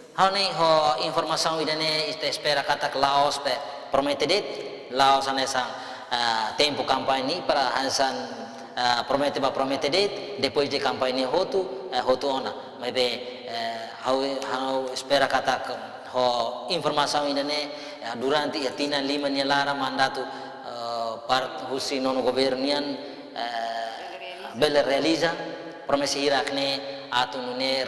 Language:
Tetum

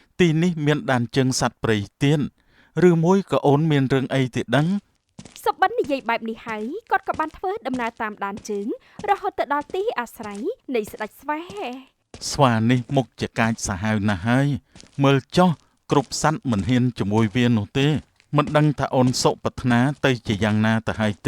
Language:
Khmer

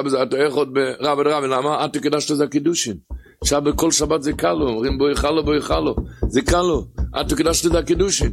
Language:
Hebrew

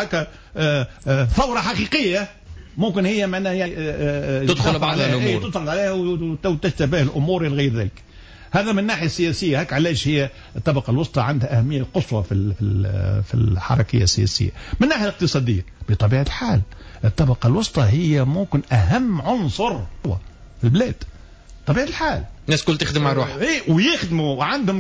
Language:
Tunisian Arabic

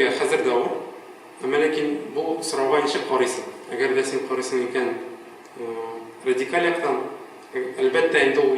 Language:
Tatar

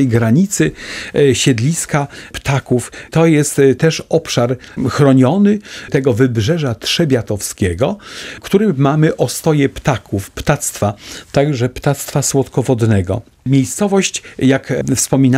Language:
Polish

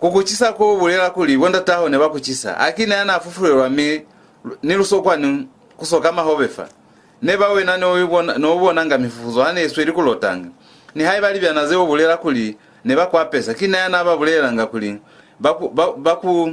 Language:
Lozi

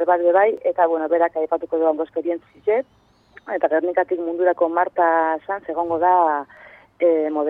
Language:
Basque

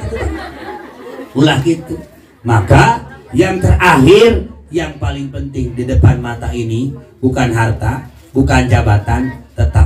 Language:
Sundanese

